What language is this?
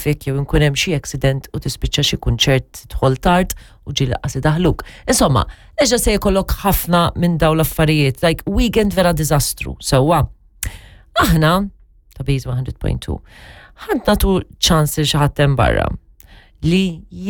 Maltese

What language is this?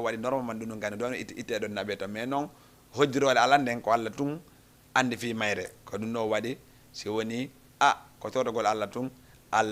Fula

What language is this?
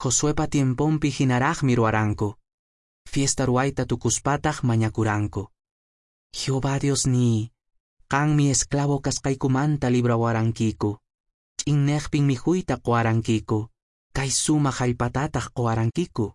Quechua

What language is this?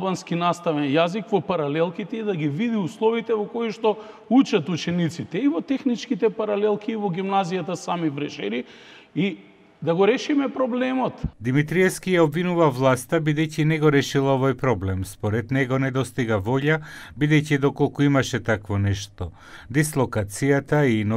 Macedonian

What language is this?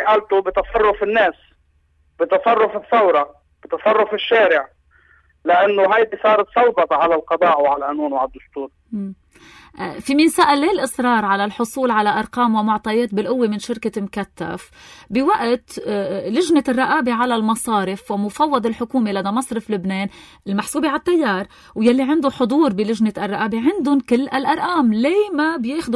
North Levantine Arabic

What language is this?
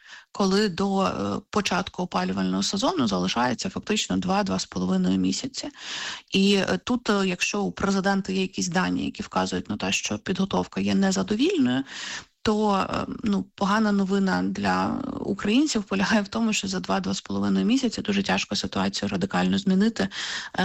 Ukrainian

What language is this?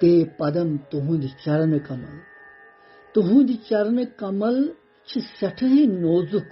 Kashmiri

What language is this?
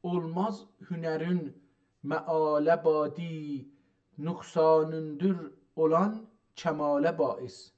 South Azerbaijani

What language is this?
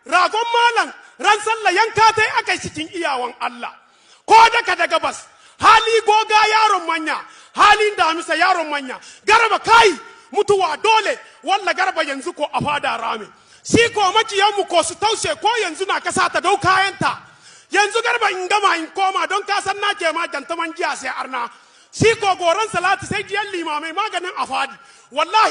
Hausa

